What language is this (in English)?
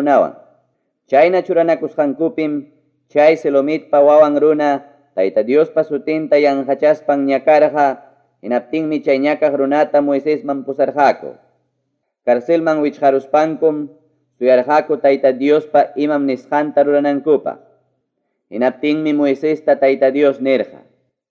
Ayacucho Quechua